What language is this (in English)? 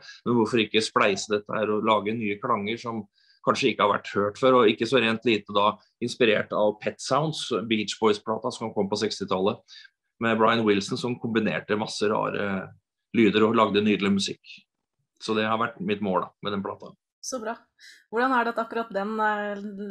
Norwegian